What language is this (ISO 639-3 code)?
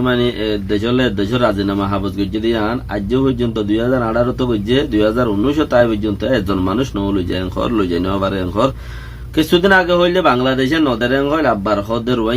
rhg